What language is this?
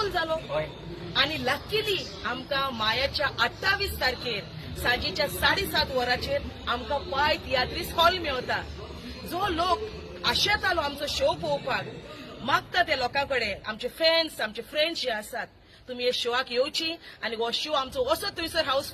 Konkani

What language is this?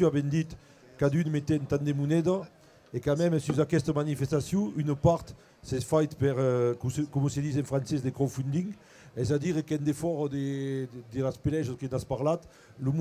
Occitan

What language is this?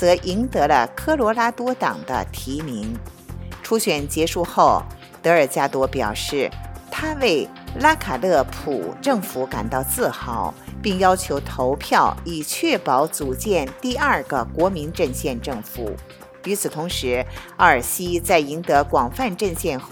Chinese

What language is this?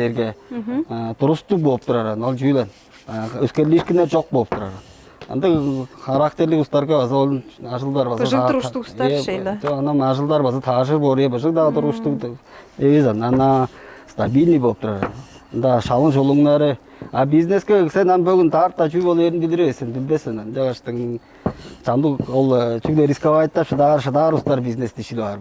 Tuvinian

